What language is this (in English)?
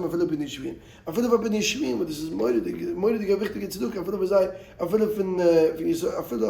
Yiddish